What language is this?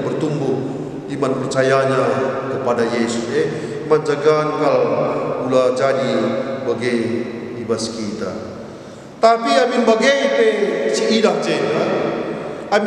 Batak Karo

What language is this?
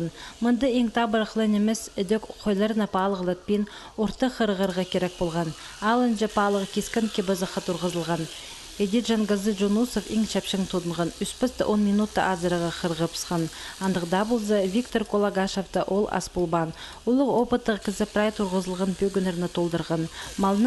Khakas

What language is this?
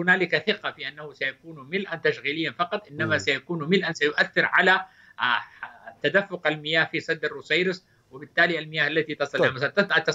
Arabic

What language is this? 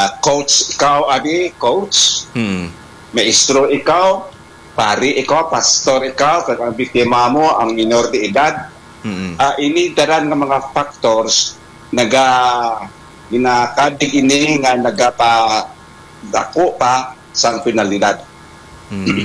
Hiligaynon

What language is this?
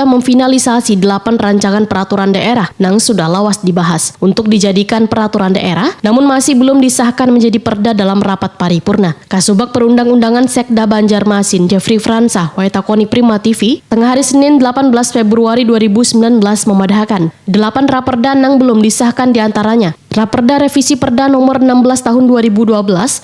Banjar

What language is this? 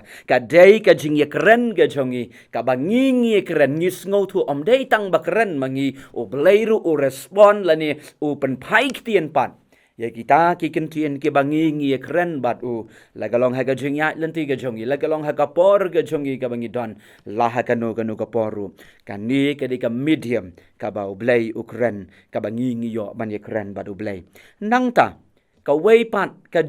Khasi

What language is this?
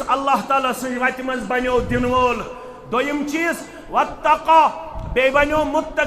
Kashmiri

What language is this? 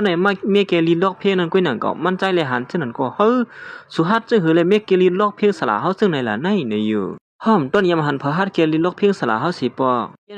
Shan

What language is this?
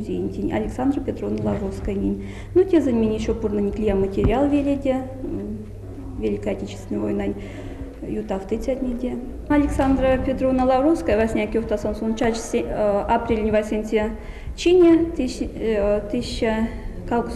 Erzya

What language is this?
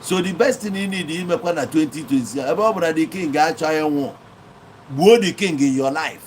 Igbo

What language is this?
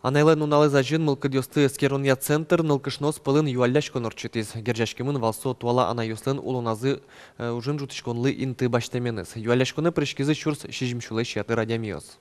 Udmurt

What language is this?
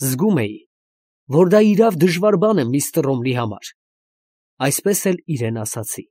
Armenian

